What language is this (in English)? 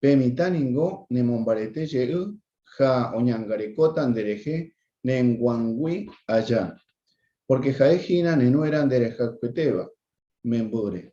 Guarani